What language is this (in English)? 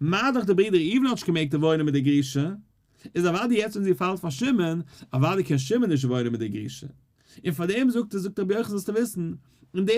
Yiddish